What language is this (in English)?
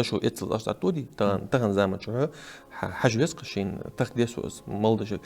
Ingush